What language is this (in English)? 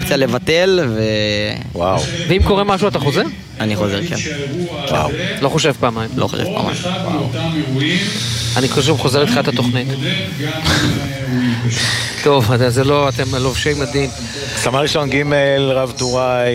Hebrew